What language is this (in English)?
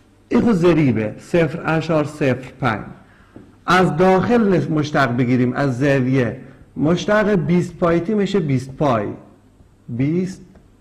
Persian